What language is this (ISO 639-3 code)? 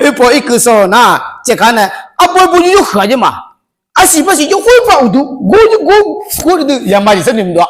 ahk